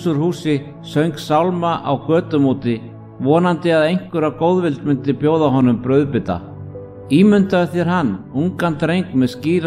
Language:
Icelandic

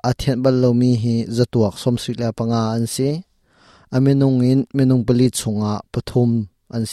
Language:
Hakha Chin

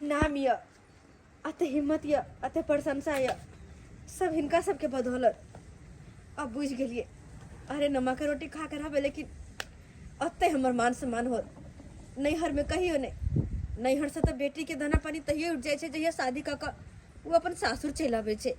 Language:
Maithili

